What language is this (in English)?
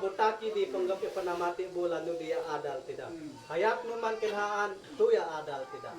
Isnag